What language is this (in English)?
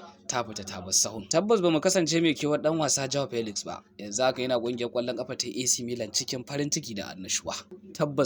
Hausa